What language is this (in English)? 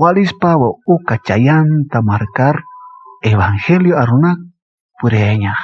Aymara